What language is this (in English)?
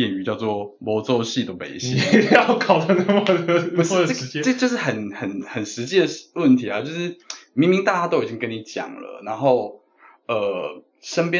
Chinese